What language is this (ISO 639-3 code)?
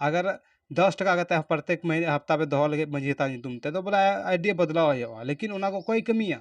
sat